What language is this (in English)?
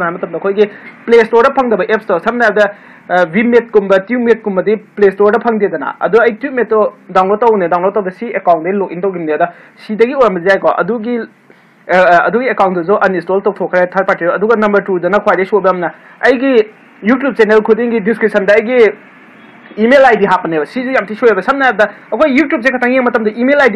Manipuri